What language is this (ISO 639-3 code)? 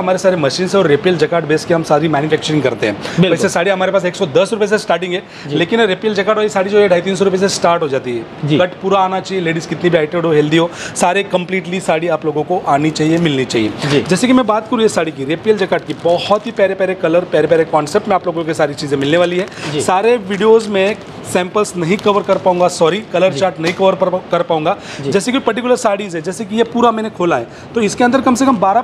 hin